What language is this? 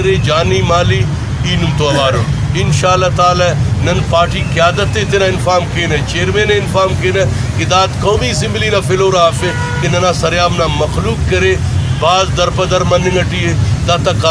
Brahui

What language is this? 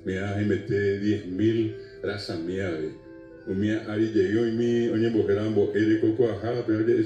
Guarani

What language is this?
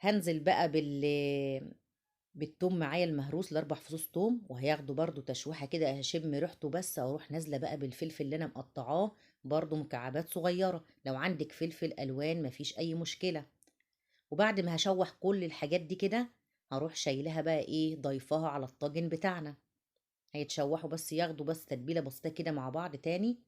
Egyptian Arabic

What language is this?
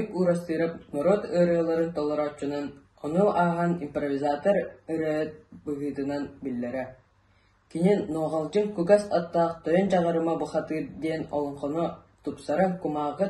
Yakut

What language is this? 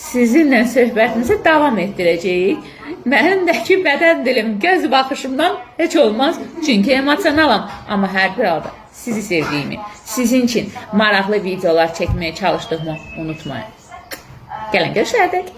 Azerbaijani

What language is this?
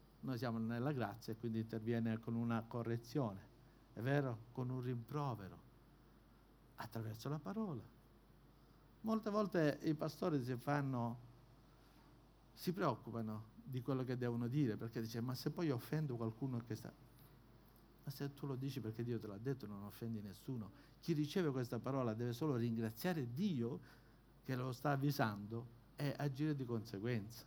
Italian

